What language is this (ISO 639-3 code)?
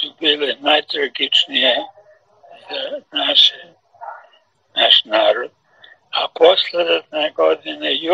srp